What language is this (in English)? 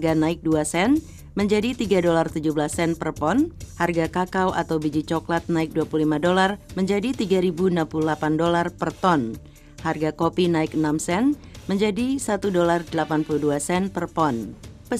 Indonesian